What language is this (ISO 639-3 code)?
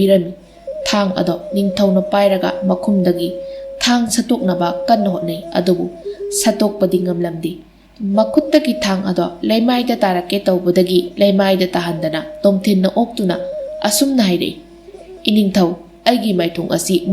mni